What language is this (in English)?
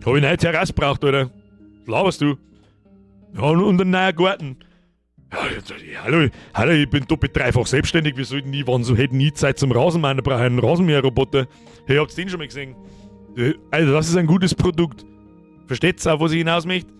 Bavarian